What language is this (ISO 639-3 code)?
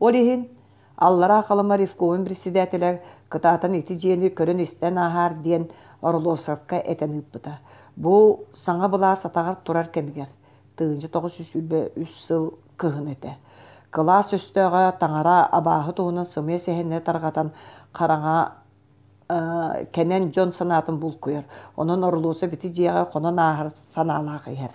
sah